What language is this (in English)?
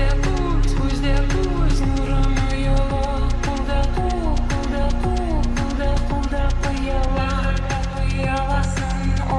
Kara-Kalpak